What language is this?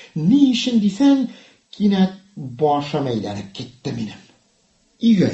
Tatar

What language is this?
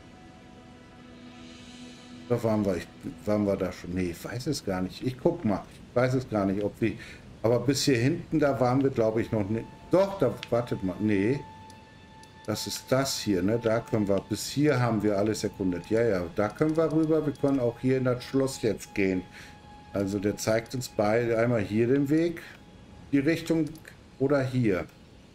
German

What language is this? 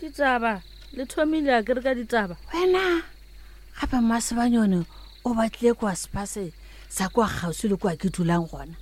Northern Sotho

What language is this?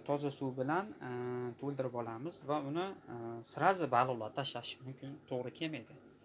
Uzbek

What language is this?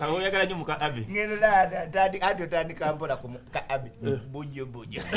Ganda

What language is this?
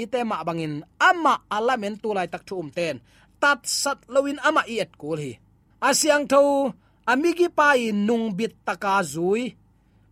Tedim Chin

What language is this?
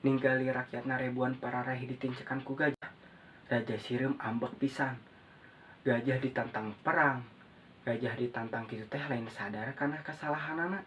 Sundanese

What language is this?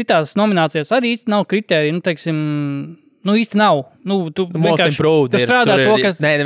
Latvian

